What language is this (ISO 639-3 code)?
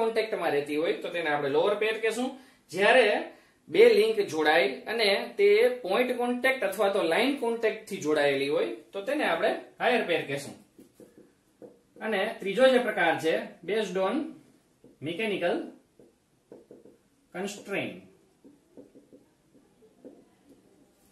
guj